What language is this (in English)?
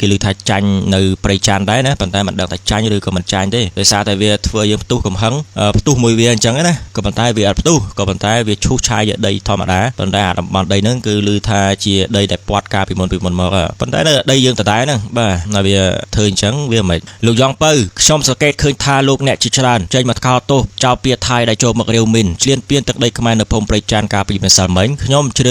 Khmer